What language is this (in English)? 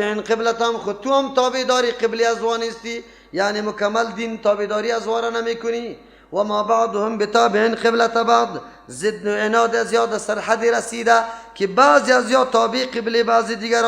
Persian